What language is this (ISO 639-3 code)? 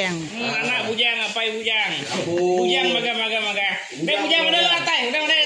iba